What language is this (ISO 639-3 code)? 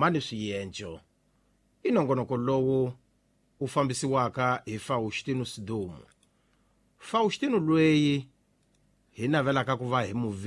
tso